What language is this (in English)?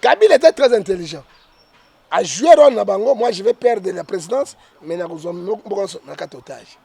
Lingala